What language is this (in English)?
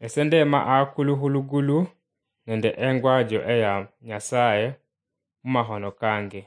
Luyia